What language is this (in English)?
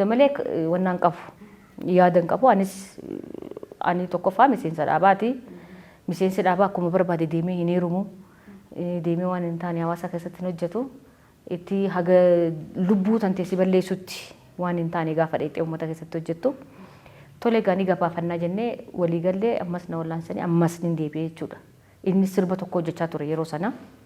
Oromo